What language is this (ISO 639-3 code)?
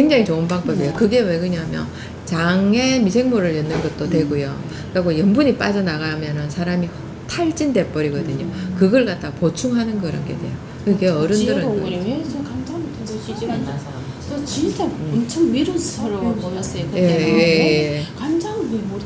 kor